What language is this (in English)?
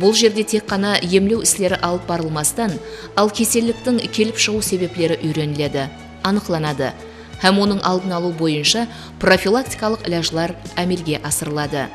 Kara-Kalpak